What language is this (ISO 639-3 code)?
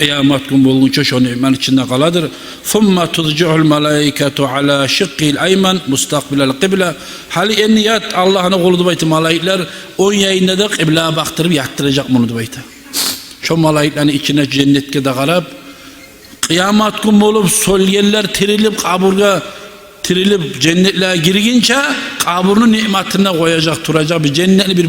kum